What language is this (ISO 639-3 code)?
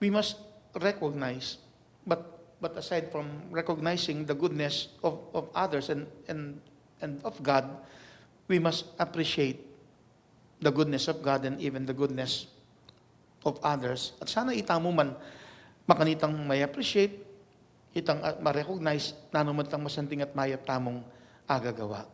pam